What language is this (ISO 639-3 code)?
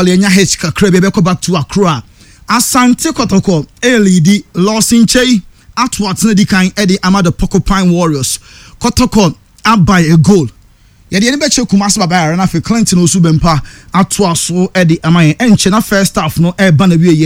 aka